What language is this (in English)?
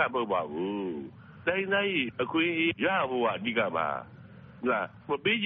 Burmese